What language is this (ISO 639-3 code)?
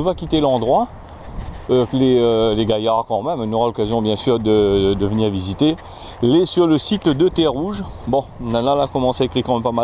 rcf